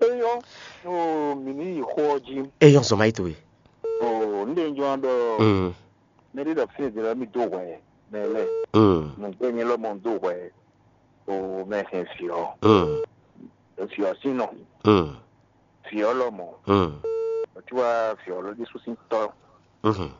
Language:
Fon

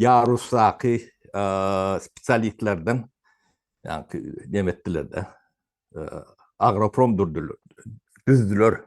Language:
Turkmen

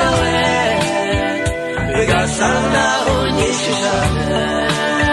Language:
Kinyarwanda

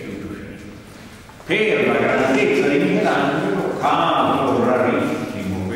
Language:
Italian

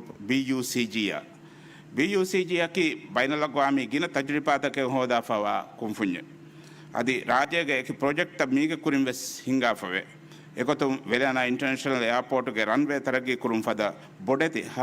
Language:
Divehi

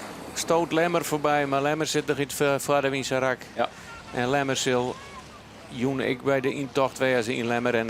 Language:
Western Frisian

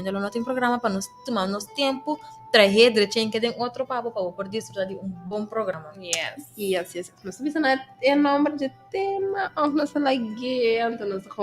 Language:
Papiamento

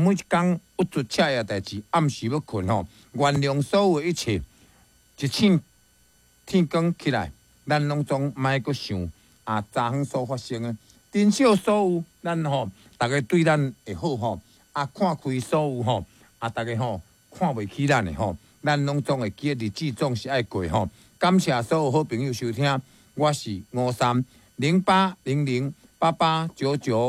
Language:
Min Nan Chinese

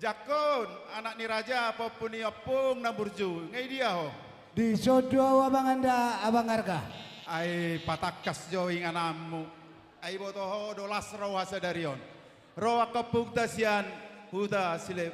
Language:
Batak Toba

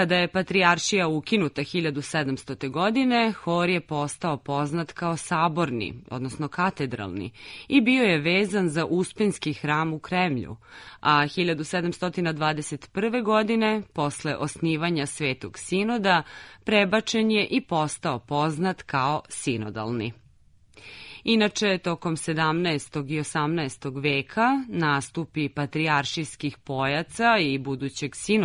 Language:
Serbian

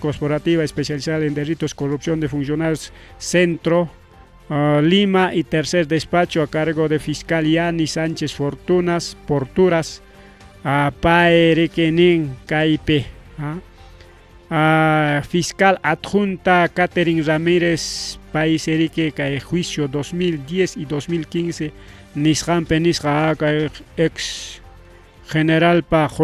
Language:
Ayacucho Quechua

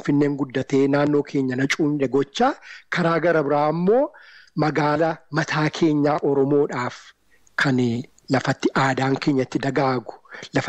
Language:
Oromo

